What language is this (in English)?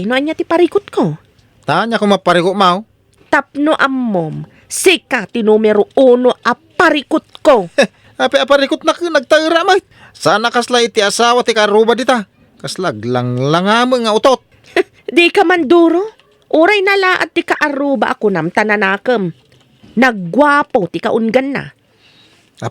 Iloko